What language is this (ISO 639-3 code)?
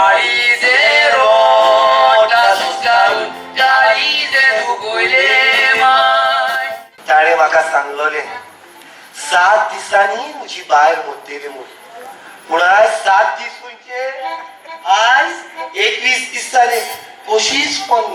kok